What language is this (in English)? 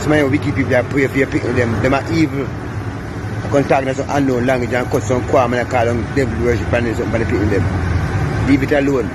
Jamaican Creole English